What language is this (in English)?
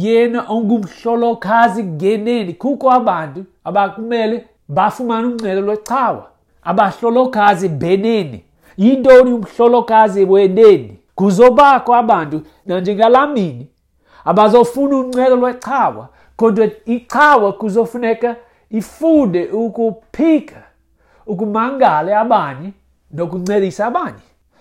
Xhosa